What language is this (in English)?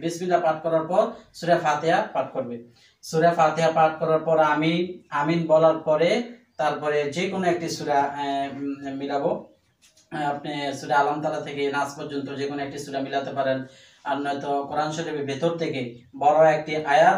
Bangla